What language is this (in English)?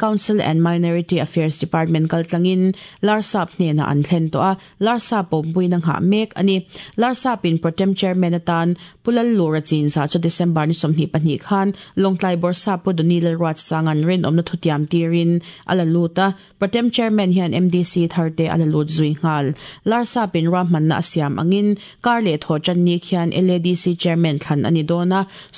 Mizo